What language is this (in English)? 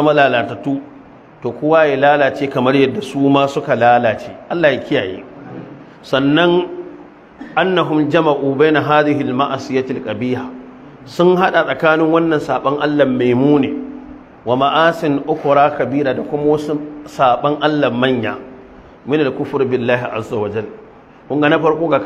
Hausa